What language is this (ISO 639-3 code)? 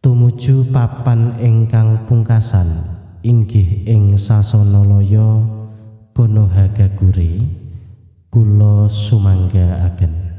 jav